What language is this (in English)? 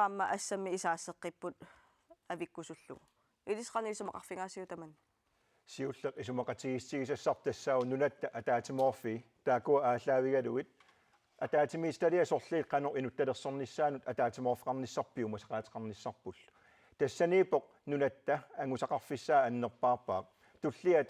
Kalaallisut